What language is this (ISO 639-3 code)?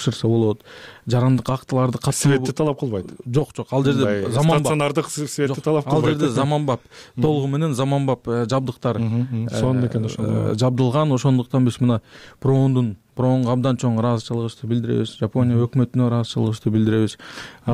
kir